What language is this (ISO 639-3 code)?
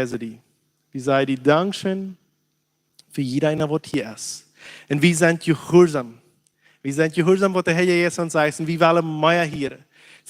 pdt